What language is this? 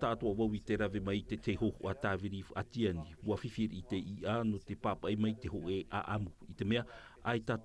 Tahitian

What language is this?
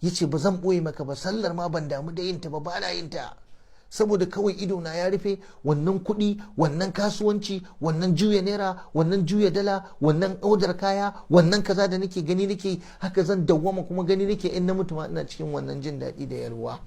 Hausa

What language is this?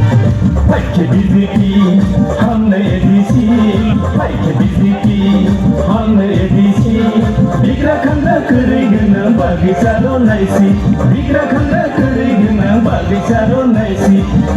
Riang (India)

